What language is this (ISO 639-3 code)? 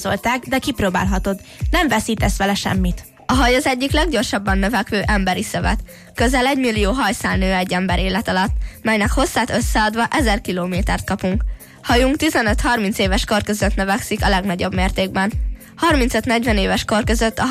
hun